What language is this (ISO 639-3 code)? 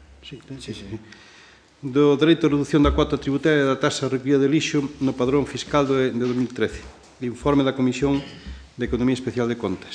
glg